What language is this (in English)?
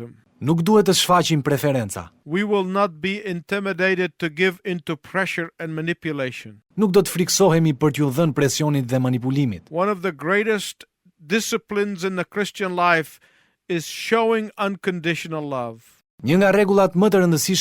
Albanian